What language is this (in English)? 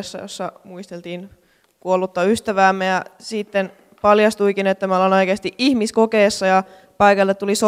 Finnish